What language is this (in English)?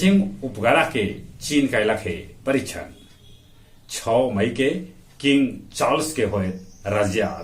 Magahi